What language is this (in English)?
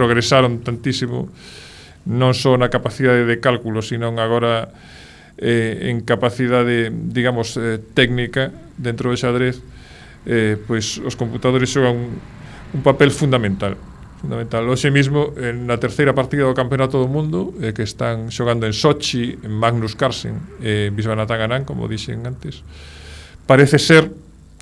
Galician